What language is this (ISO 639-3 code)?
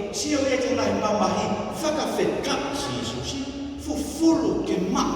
ton